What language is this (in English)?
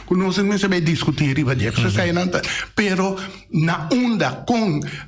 Papiamento